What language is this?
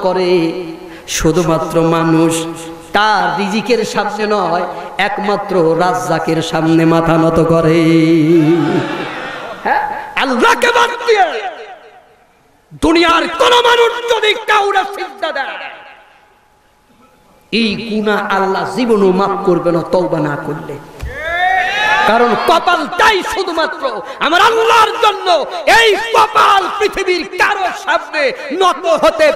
Bangla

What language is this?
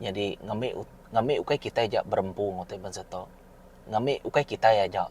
Iban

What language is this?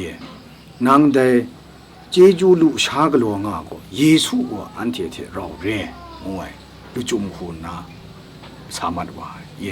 Kachin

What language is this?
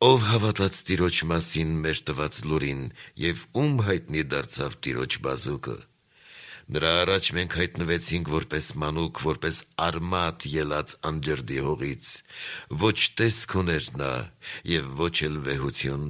Armenian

